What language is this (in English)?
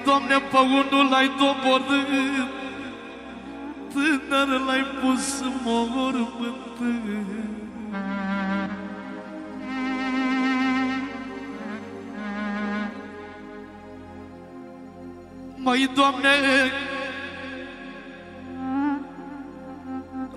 Romanian